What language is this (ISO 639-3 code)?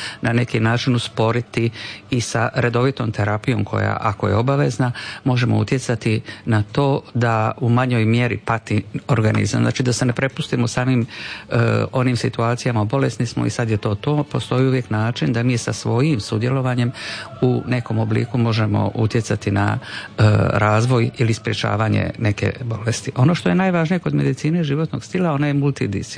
hrv